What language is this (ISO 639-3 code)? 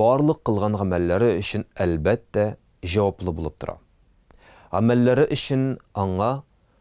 tat